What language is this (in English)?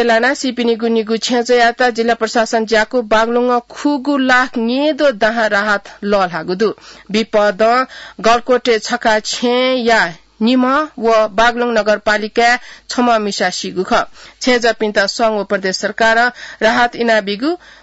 Newari